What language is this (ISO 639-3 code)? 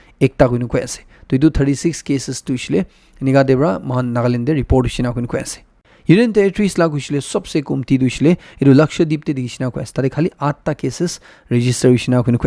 nag